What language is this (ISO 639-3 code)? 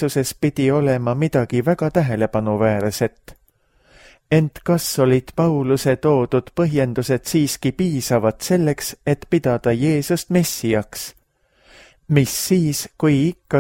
est